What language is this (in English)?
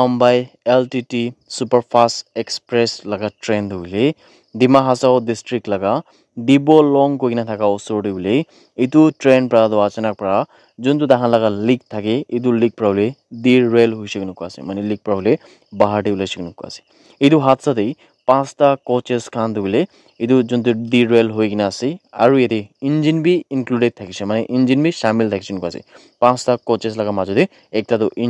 Naga Pidgin